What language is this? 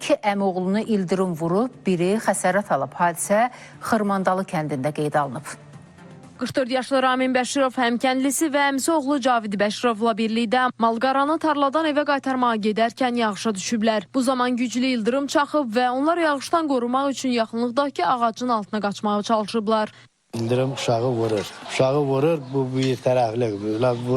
Azerbaijani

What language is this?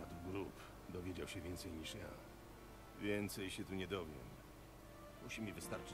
Polish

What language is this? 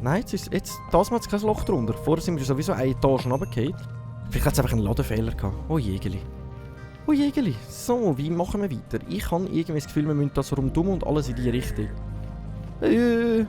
Swiss German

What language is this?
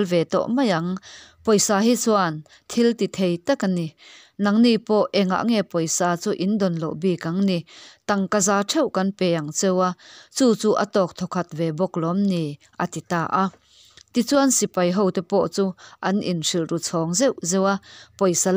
Mizo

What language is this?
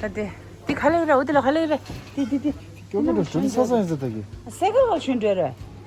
Tibetan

